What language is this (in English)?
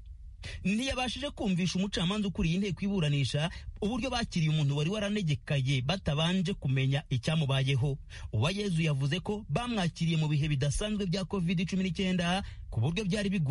Kinyarwanda